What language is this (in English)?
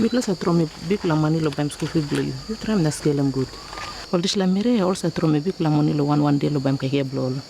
Tok Pisin